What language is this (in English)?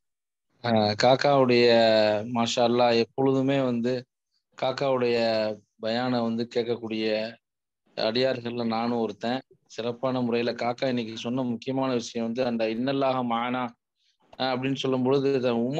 Tamil